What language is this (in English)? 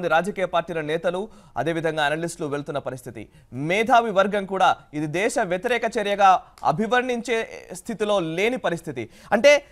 Telugu